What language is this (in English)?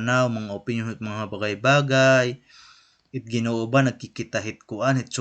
Waray